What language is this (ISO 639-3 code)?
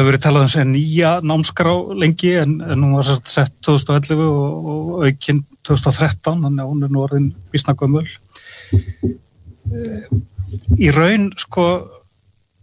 isl